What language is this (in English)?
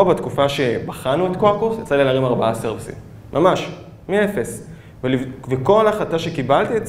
Hebrew